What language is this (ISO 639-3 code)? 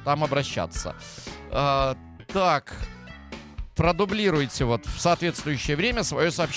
rus